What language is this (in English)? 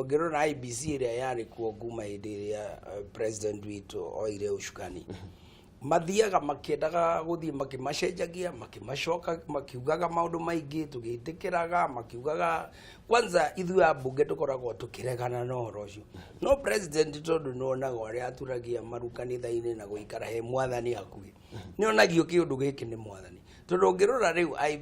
Kikuyu